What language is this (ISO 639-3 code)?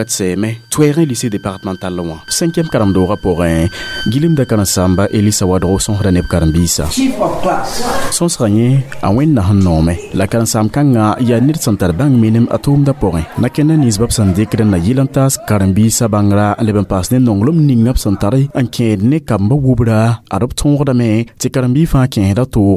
mos